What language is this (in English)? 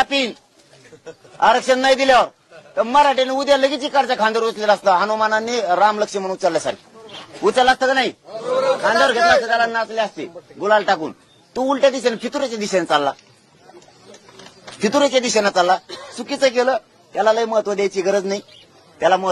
Marathi